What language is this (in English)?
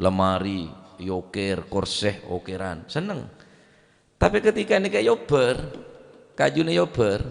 Madurese